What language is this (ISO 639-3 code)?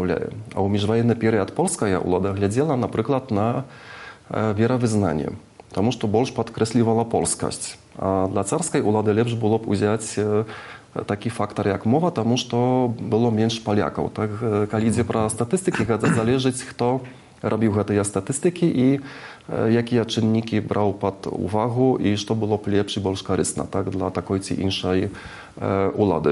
bel